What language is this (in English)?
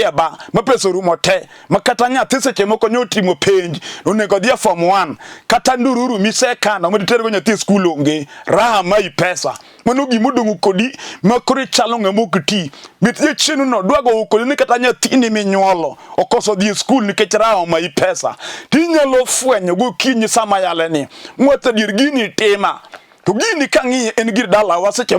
Luo (Kenya and Tanzania)